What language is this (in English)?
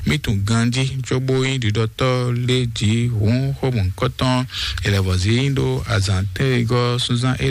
Fon